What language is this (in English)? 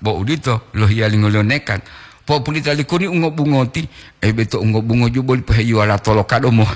Gorontalo